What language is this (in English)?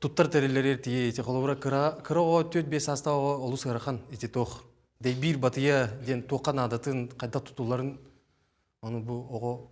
Yakut